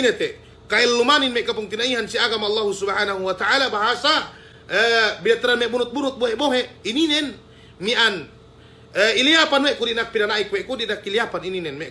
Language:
Yakan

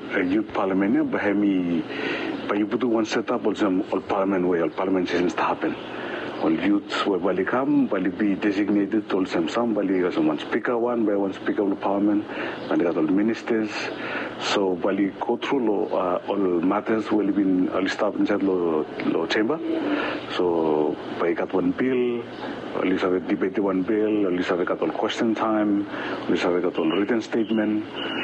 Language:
Bislama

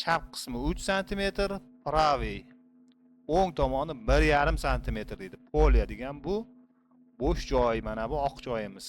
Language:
Uzbek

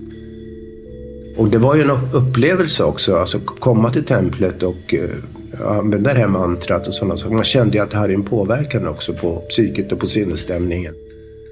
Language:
Swedish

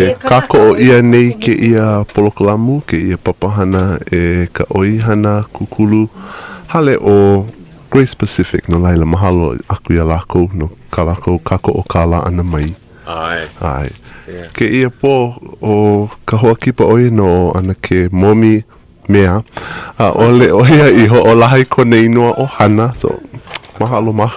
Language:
Hawaiian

